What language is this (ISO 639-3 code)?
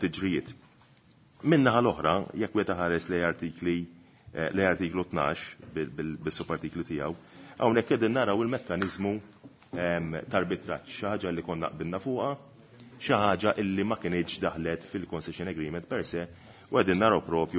mlt